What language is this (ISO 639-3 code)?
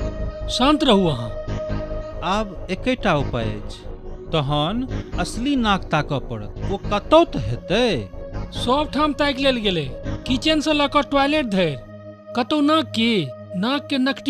mai